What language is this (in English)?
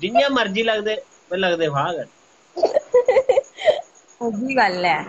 Dogri